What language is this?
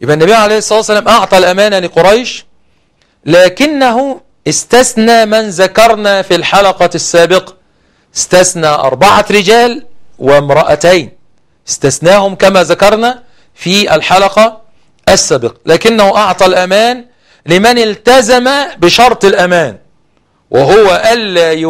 Arabic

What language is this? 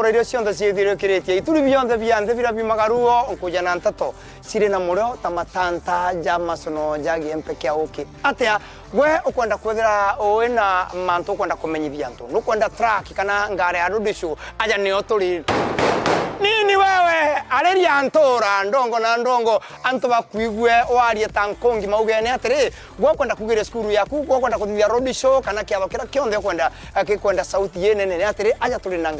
Meru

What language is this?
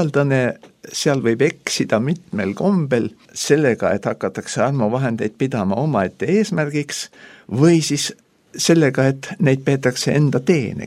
Estonian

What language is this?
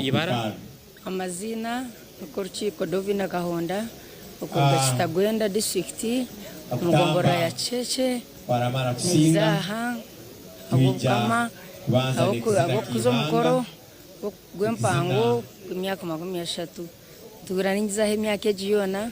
Nyankole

